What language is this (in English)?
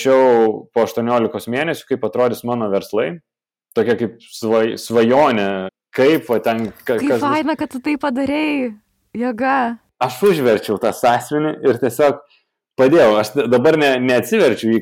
Lithuanian